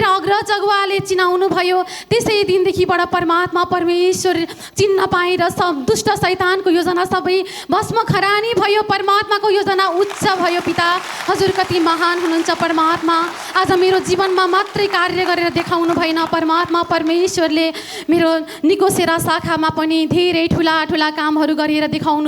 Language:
Nepali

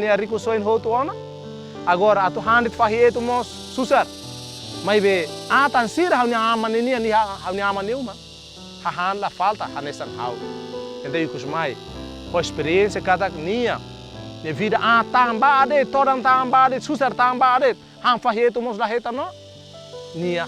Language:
Tetum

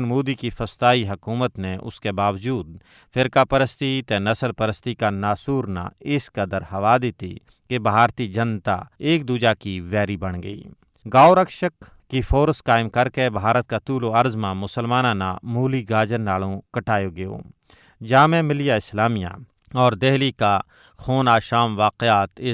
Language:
Gujari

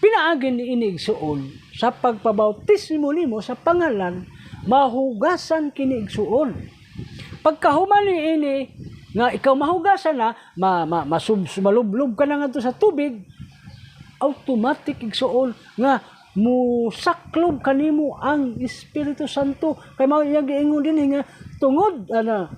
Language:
Cebuano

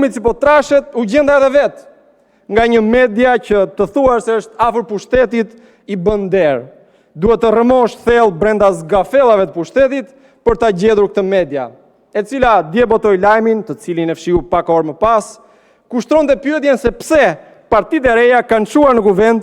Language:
Albanian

